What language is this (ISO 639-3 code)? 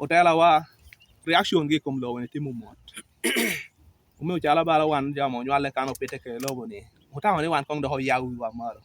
laj